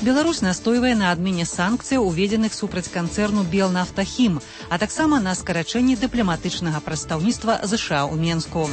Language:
Belarusian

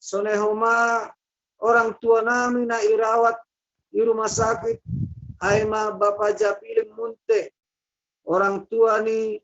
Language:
Batak Simalungun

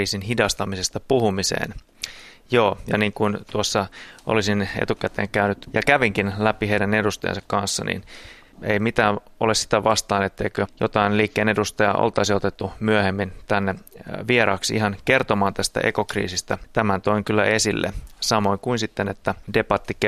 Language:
Finnish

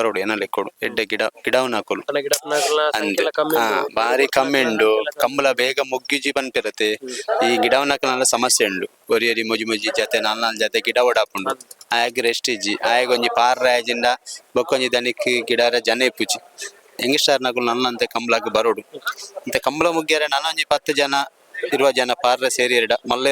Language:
Tulu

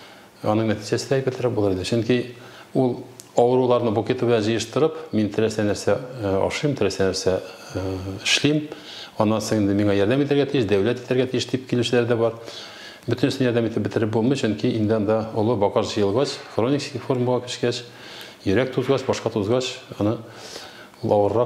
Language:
Tatar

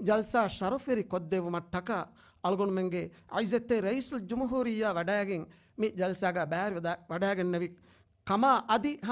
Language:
Divehi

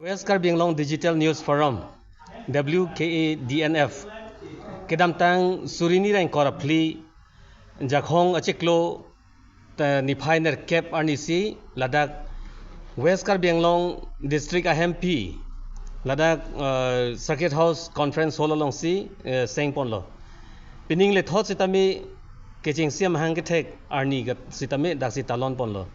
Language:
Karbi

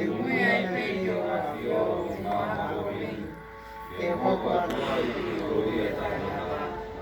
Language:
Tongan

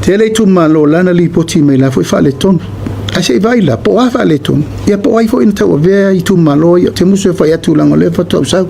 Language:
Samoan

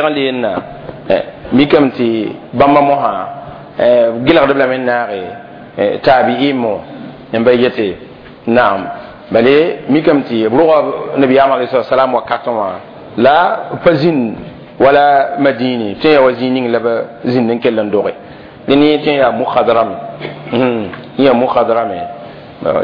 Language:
Mossi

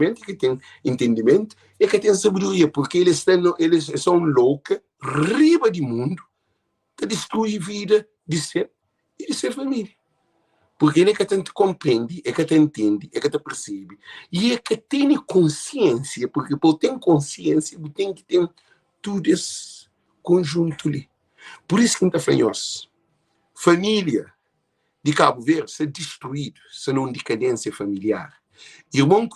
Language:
Kabuverdianu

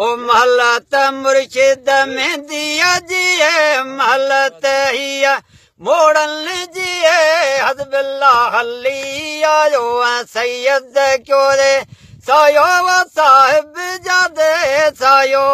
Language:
Sindhi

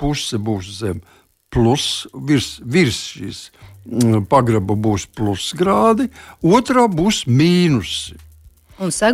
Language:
Latvian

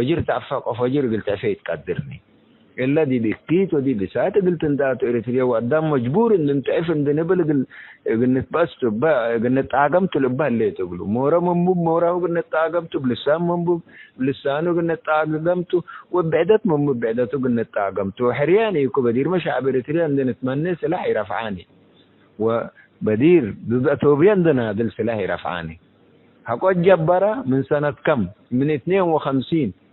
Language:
Tigre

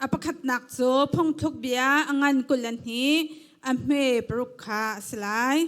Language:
Hakha Chin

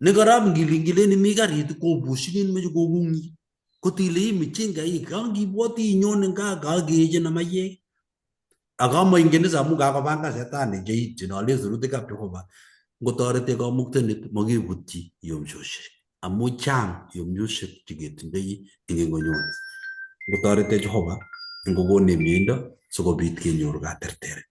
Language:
Kalenjin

